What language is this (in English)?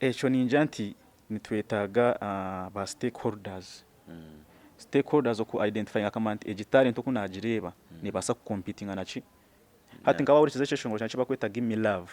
Nyankole